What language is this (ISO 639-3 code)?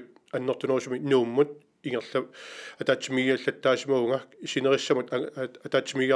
kal